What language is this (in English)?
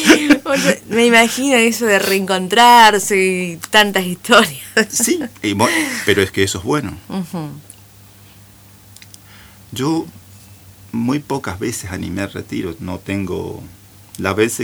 Spanish